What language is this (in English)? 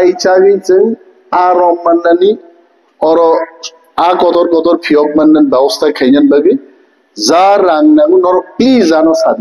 Kok Borok